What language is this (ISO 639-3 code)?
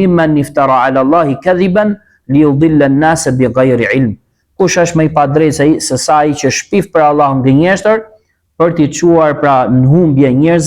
sqi